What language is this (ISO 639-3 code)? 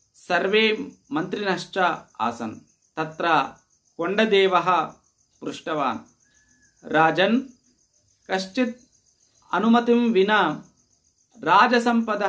san